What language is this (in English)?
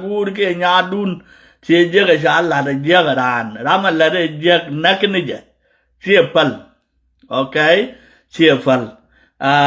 Nuer